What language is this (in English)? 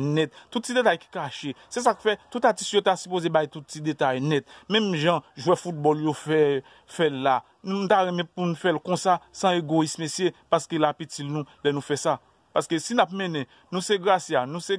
Haitian Creole